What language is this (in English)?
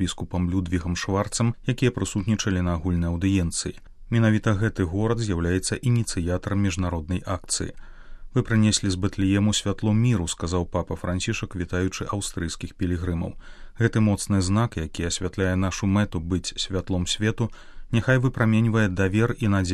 Belarusian